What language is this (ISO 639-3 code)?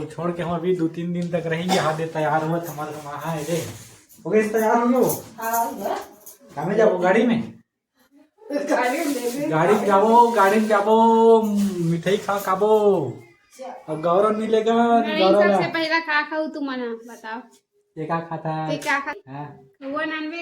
hne